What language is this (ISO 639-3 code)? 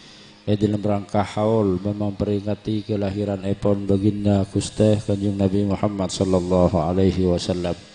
mad